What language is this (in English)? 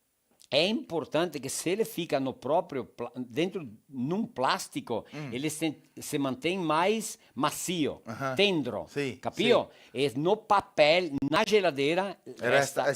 Venetian